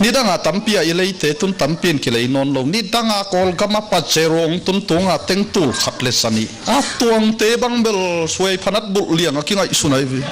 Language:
Tedim Chin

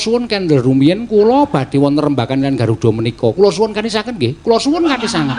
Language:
Javanese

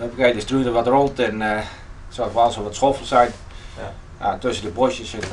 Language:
Western Frisian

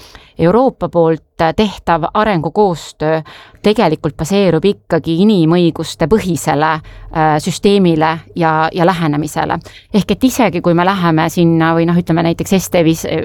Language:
Estonian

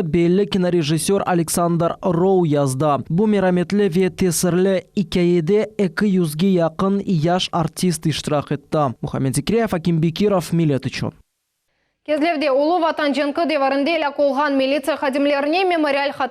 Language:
Crimean Tatar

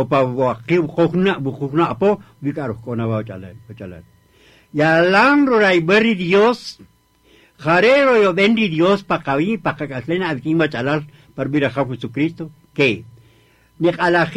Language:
Kaqchikel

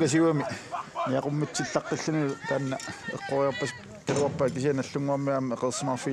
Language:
Kalaallisut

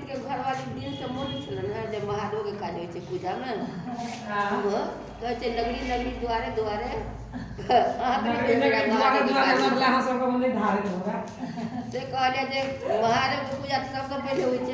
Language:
Maithili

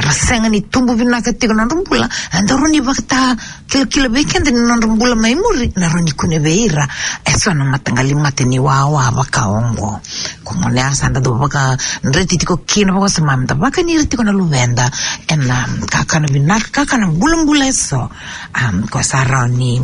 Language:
Fijian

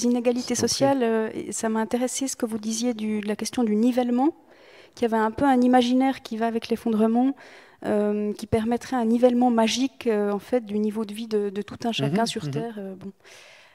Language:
French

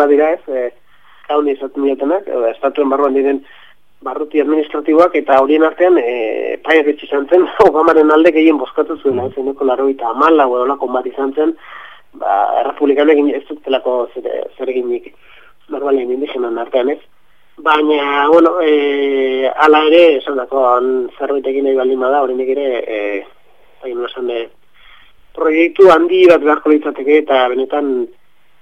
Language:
Basque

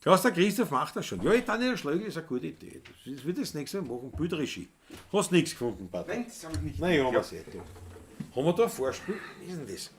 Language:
Bavarian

